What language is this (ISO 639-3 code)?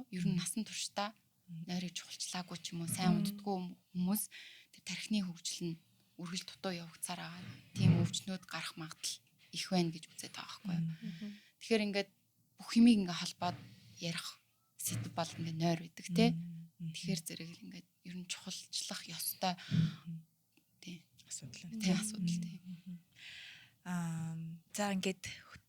mon